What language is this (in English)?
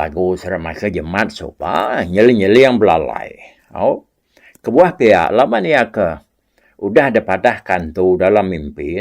Iban